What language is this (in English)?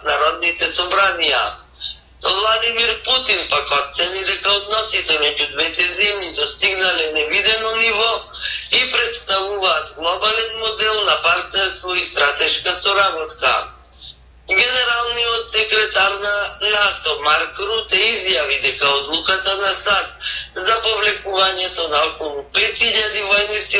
Macedonian